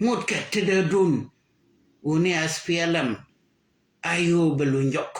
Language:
Nuer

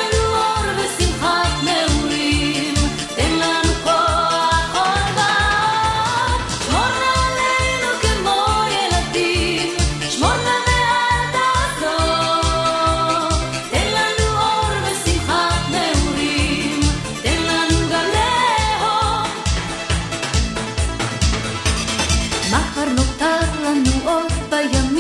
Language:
Hebrew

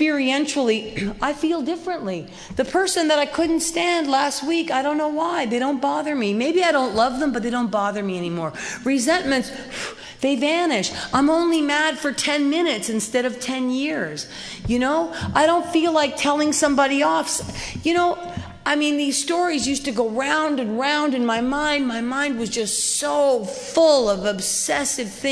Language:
English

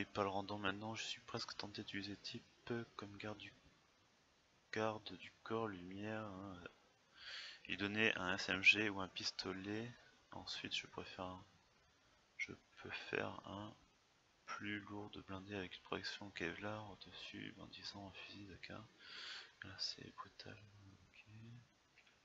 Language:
French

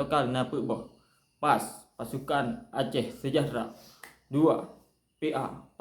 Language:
Achinese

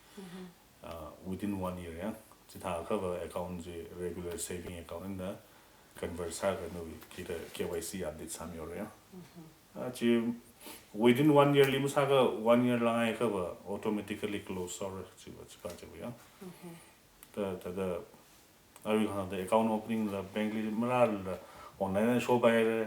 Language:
Tangkhul Naga (India)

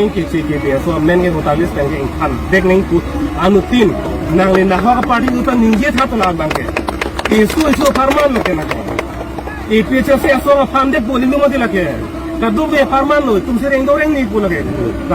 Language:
Karbi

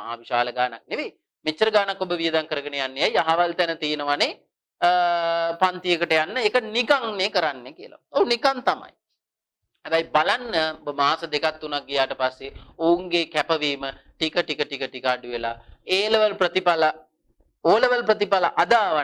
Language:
Sinhala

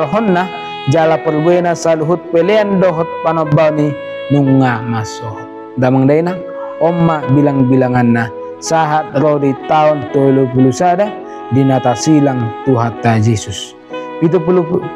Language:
Batak Toba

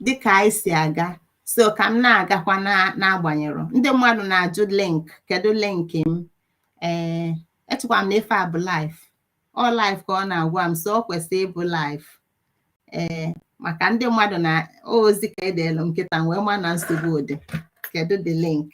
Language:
Igbo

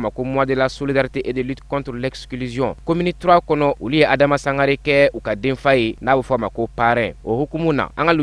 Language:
Bambara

